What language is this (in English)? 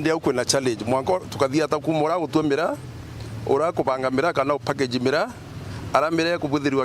Meru